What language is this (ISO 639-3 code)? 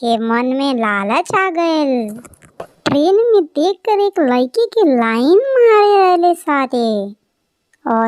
bho